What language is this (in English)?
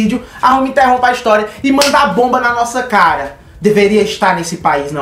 Portuguese